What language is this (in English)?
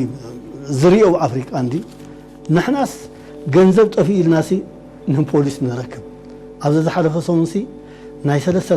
Tigrinya